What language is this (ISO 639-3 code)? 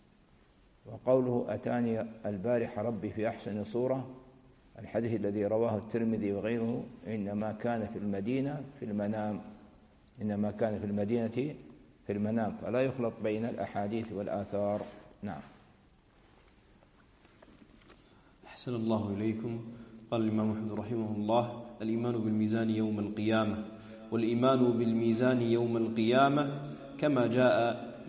ara